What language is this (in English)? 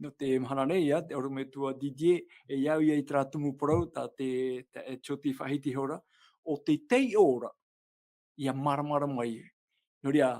Tahitian